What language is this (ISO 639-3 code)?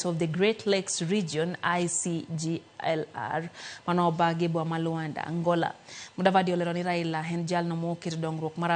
luo